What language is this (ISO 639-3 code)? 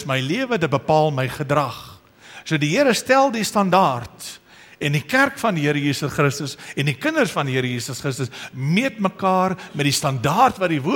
afr